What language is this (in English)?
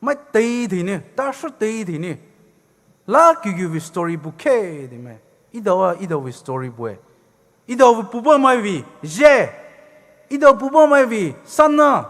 Poumei Naga